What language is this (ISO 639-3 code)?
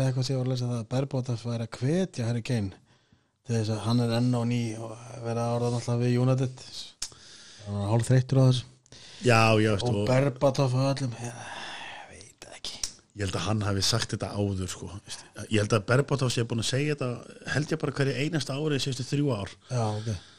isl